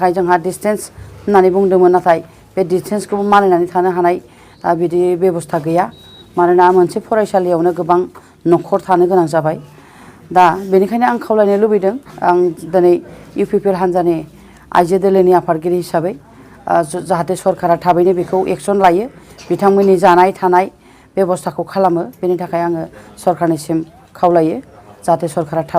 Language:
Bodo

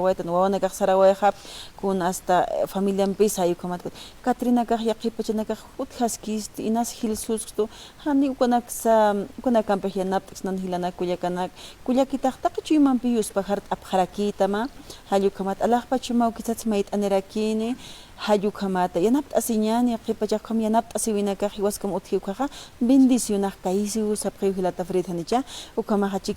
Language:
Aymara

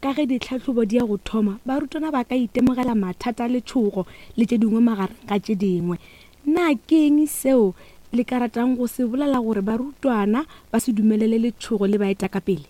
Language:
Northern Sotho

